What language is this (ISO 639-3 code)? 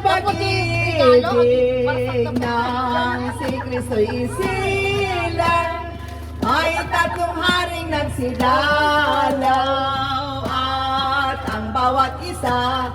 ilo